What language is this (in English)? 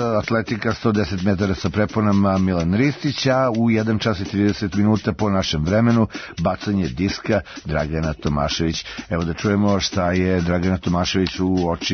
Serbian